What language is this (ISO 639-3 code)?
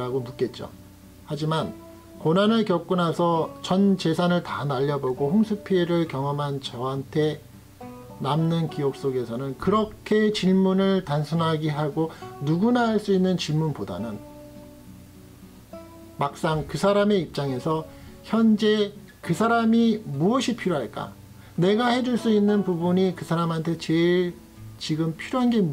kor